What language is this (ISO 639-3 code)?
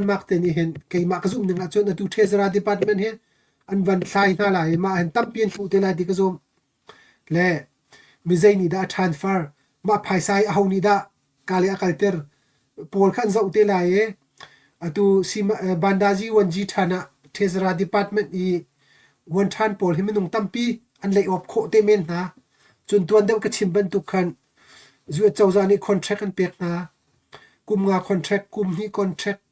cnh